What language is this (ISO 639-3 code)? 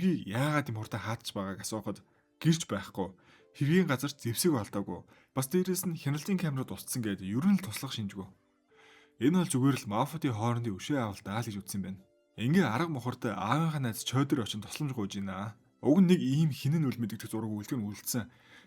mon